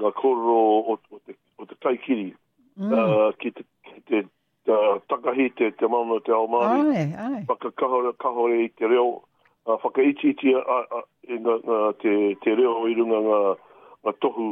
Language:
Māori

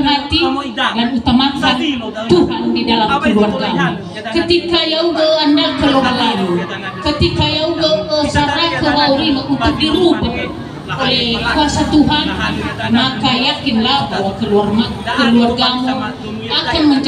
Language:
Nias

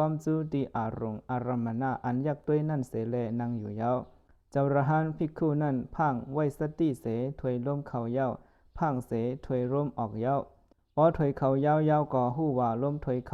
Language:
Shan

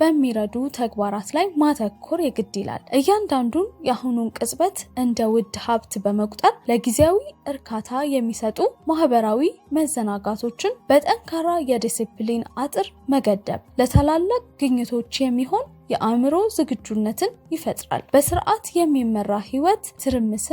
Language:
Amharic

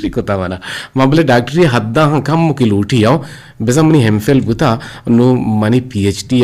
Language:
Eastern Balochi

